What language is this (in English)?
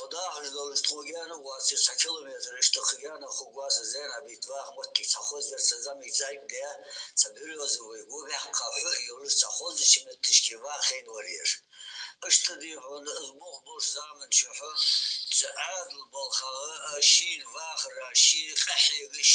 Ingush